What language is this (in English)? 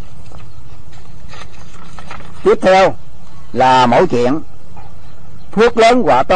Vietnamese